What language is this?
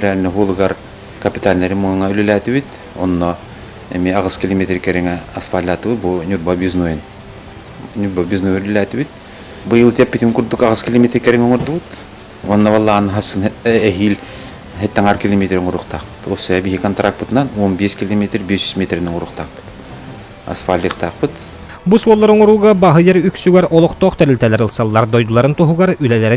Yakut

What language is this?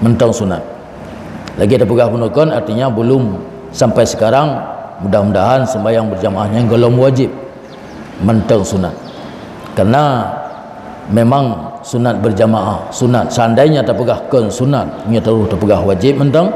Achinese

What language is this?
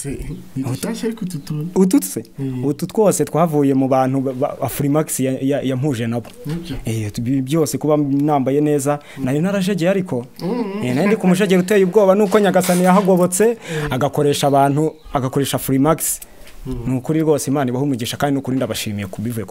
Kinyarwanda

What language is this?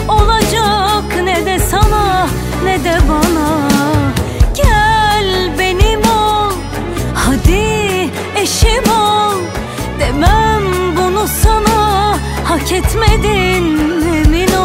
Turkish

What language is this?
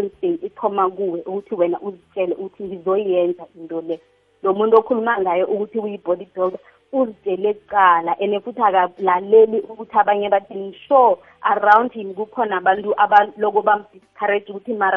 South Ndebele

